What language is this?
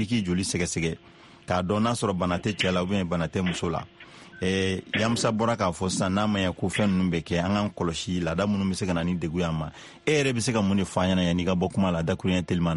Bambara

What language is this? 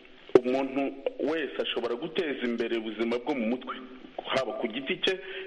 Kinyarwanda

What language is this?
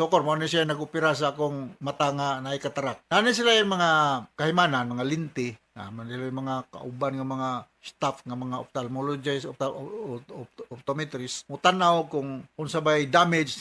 Cebuano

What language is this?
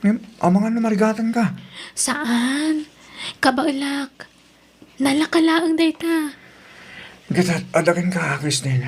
Iloko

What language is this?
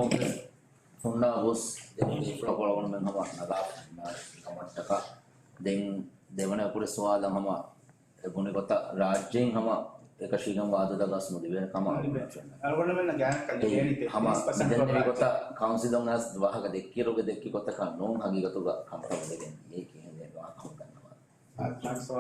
Divehi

